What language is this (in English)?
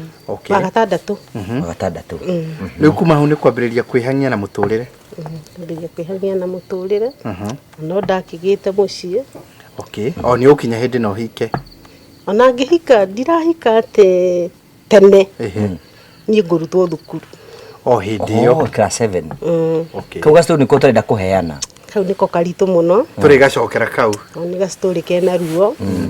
Kikuyu